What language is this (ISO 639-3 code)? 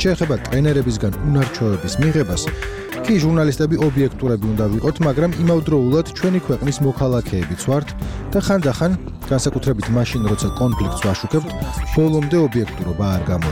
kat